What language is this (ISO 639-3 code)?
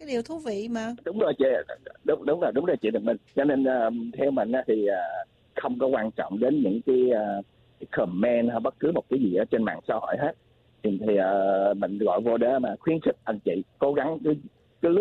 vie